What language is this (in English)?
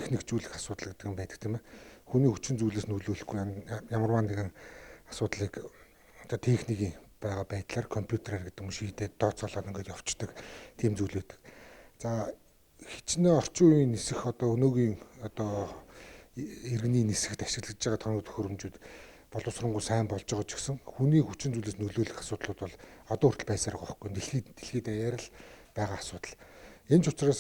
Mongolian